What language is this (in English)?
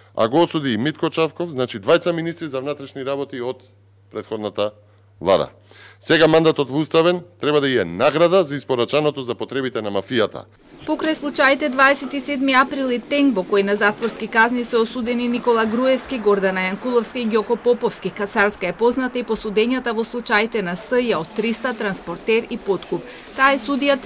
Macedonian